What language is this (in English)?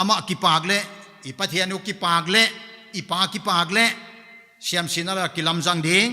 Paite Chin